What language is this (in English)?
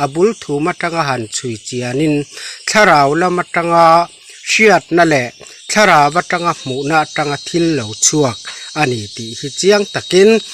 Mizo